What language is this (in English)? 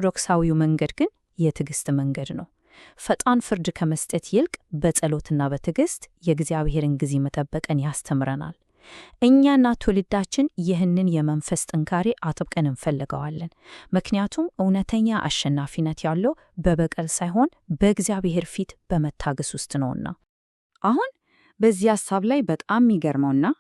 Amharic